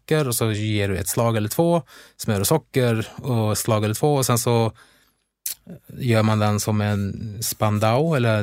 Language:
Swedish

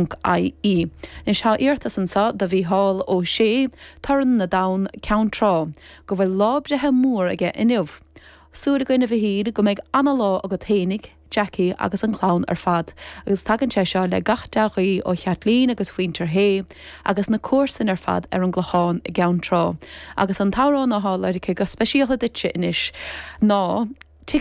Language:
Irish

